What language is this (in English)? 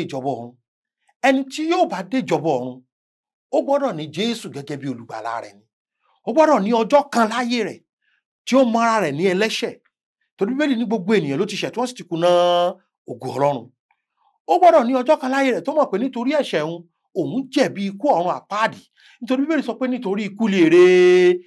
Yoruba